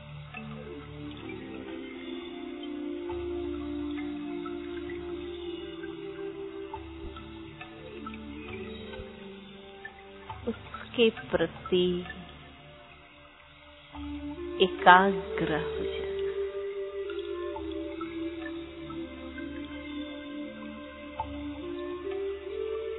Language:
Hindi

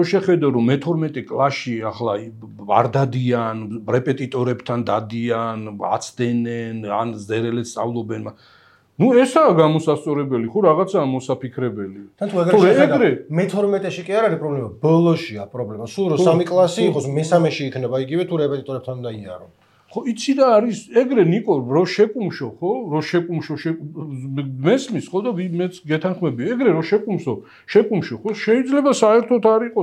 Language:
Georgian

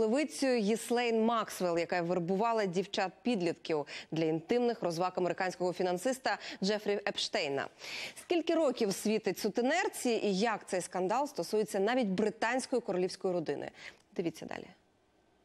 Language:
Ukrainian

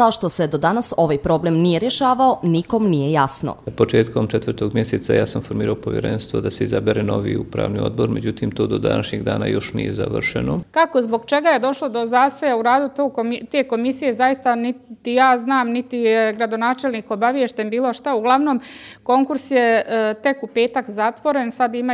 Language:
Bosnian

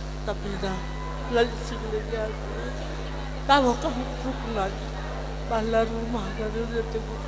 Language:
Batak Karo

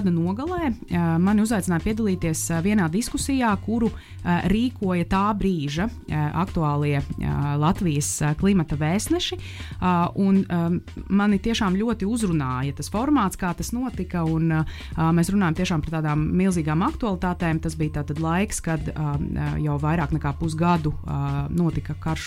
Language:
Latvian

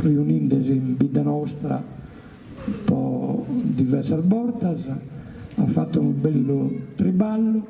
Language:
Sardinian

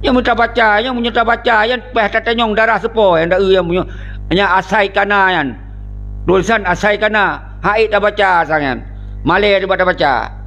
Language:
Achinese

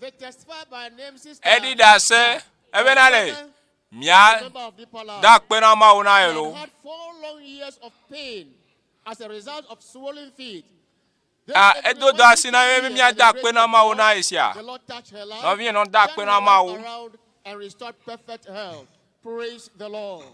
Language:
Ewe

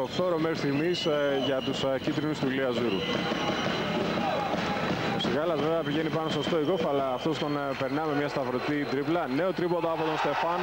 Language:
Greek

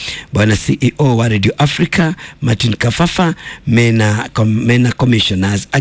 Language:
Kikuyu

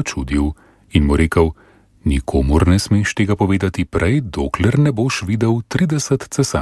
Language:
Slovenian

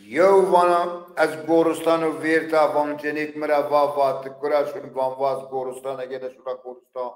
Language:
Zaza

